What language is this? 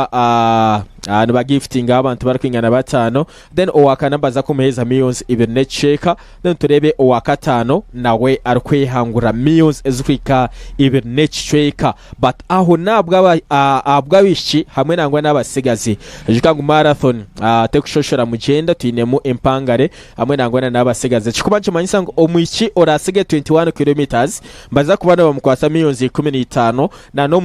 Nyankole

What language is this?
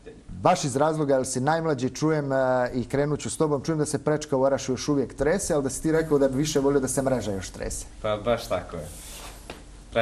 Bosnian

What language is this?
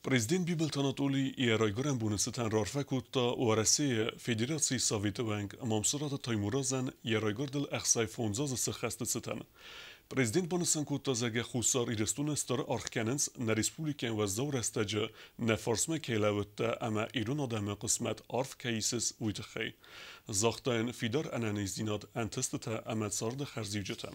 Ossetic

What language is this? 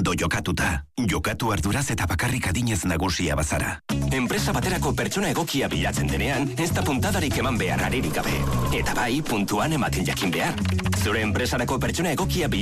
Basque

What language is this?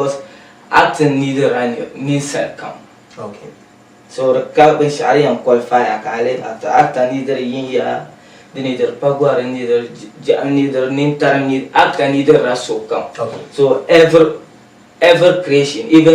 Dagbani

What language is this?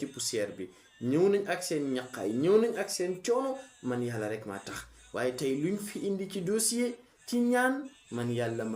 Wolof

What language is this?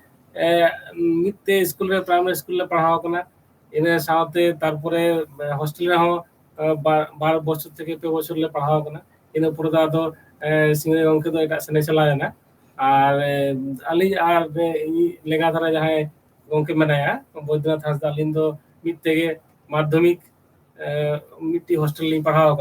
Santali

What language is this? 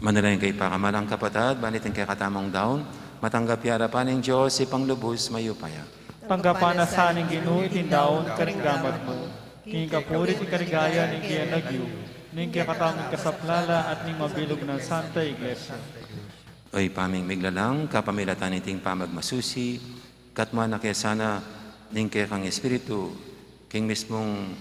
Pampanga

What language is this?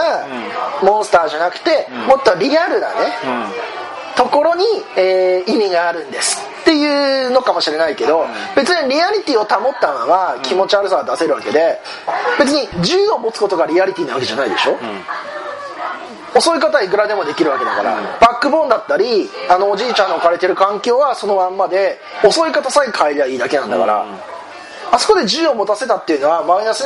Japanese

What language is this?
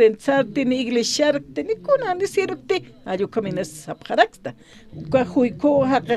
Aymara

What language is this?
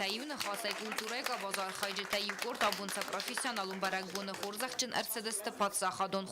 Ossetic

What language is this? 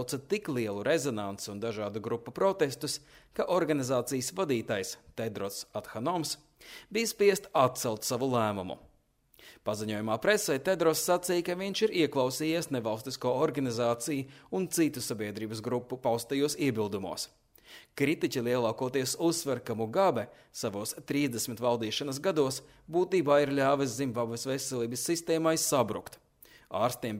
Latvian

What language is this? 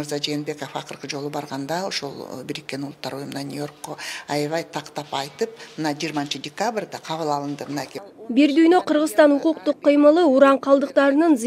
Kyrgyz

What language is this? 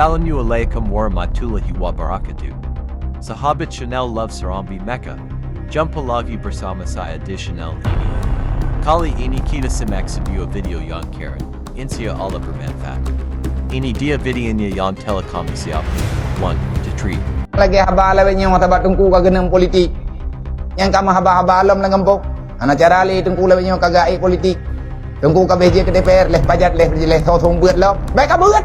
Achinese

